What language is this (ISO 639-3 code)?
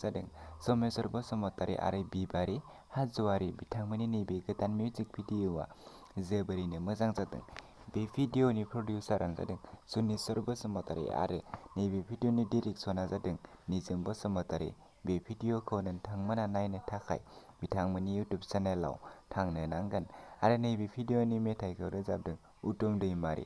brx